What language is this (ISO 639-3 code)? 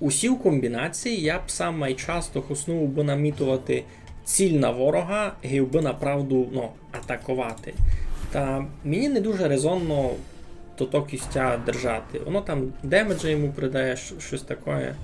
rue